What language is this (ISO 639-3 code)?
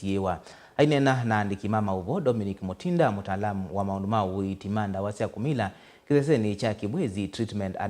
kam